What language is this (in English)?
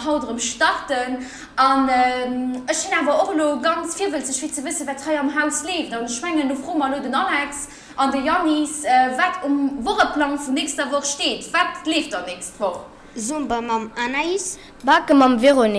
Luxembourgish